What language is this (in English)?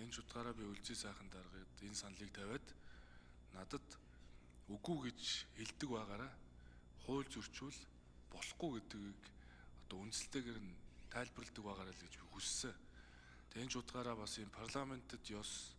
Mongolian